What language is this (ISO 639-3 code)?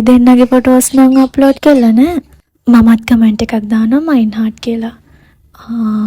sin